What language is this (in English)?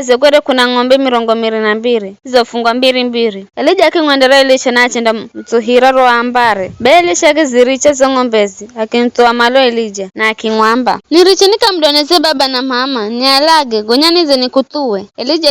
Giryama